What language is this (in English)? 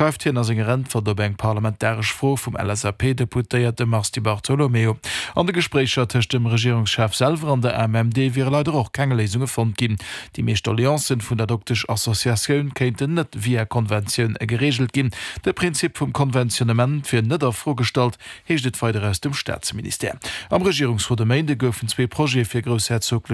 Luxembourgish